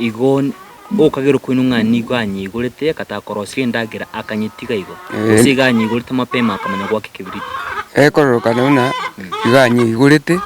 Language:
Gusii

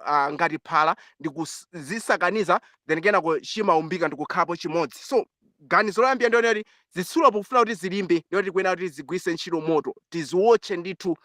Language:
Nyanja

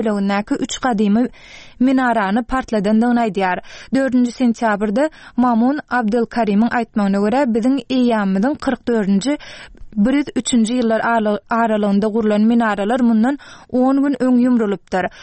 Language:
Turkmen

